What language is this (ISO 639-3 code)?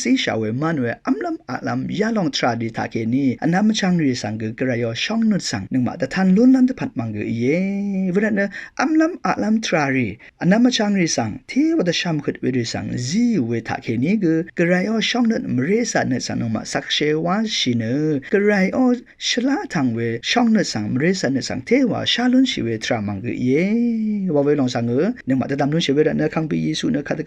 raw